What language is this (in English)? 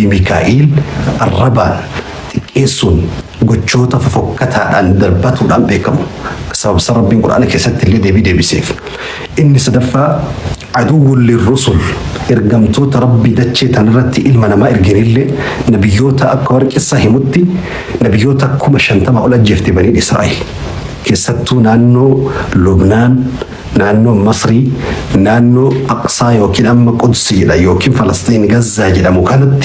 Oromo